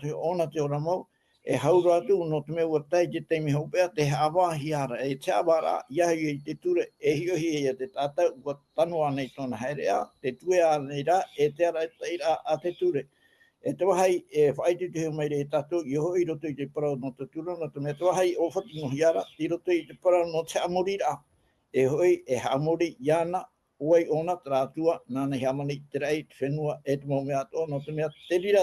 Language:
Tahitian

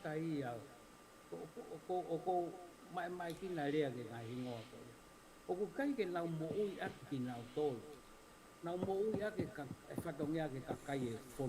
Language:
Tongan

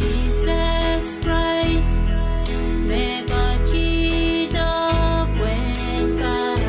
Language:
Pohnpeian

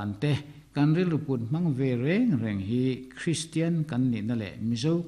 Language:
Mizo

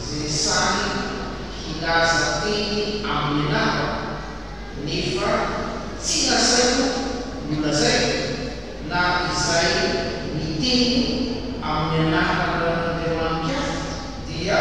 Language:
Malagasy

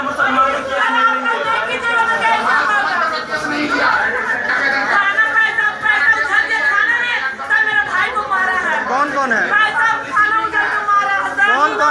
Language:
Hindi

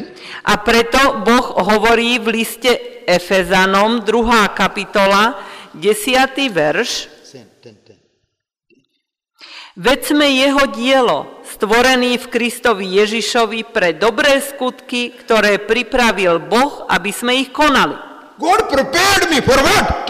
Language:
Slovak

